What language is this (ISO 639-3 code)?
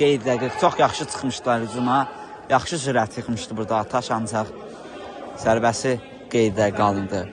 aze